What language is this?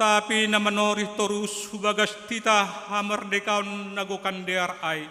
Batak Simalungun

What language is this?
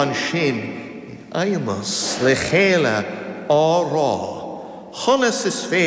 Irish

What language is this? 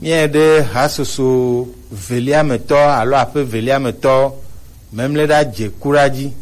Gen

